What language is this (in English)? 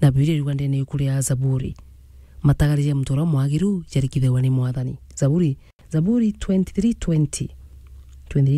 Meru